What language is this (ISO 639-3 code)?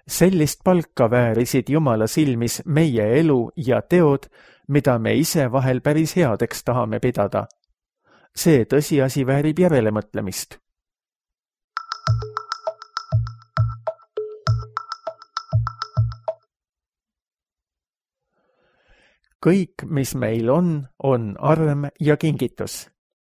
est